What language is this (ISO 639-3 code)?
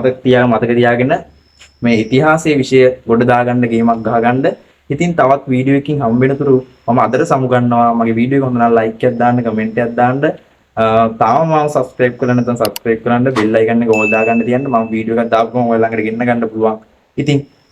sin